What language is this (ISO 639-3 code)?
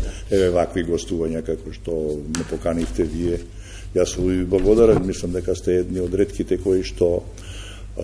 mkd